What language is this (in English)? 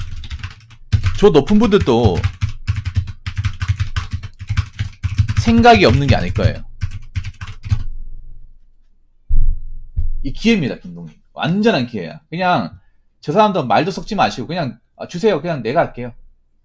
Korean